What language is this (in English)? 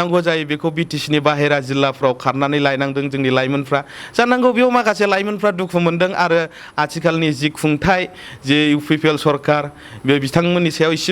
Bodo